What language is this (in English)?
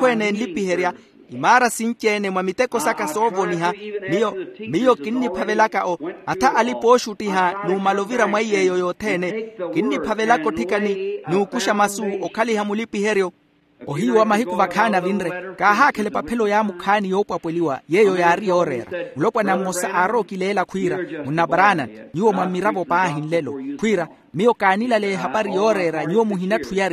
Makhuwa